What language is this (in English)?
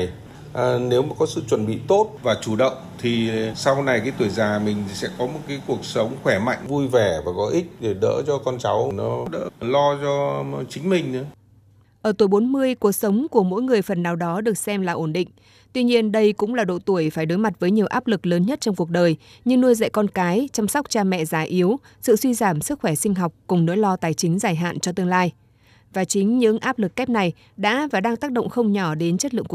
Vietnamese